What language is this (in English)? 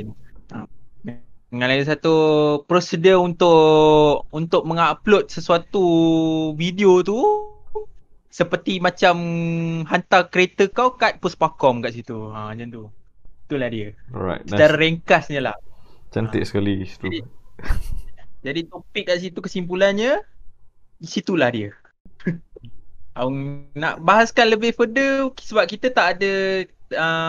Malay